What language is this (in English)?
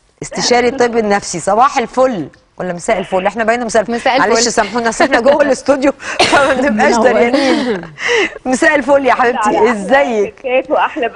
Egyptian Arabic